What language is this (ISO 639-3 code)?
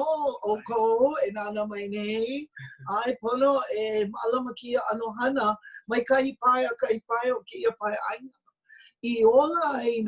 haw